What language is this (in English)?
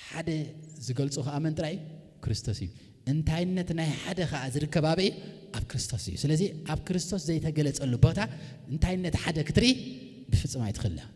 Tigrinya